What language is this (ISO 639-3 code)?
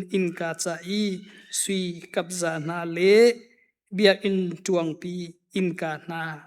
cnh